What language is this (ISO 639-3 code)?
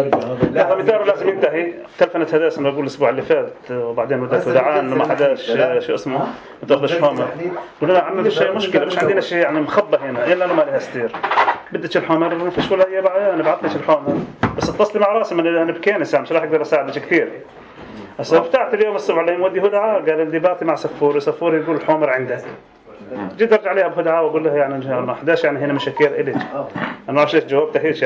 apc